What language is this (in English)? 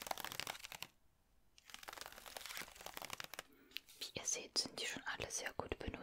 German